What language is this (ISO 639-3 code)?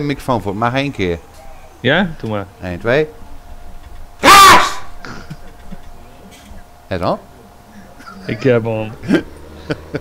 nld